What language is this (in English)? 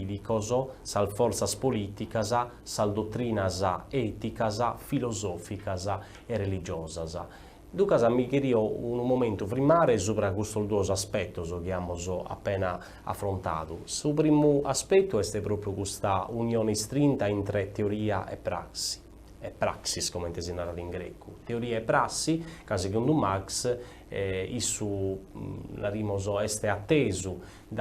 Sardinian